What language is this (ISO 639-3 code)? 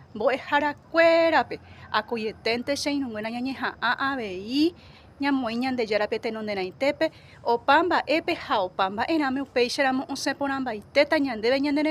grn